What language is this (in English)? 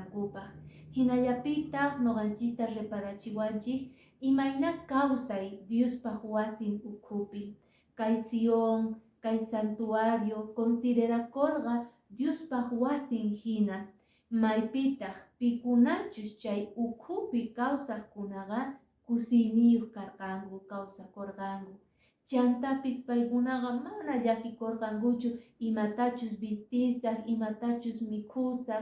Quechua